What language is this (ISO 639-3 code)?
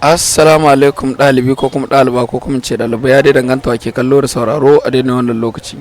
hau